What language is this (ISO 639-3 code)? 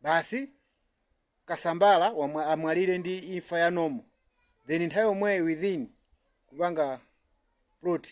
nya